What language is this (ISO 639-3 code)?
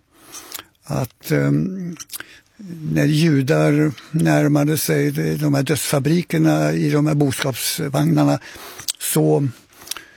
swe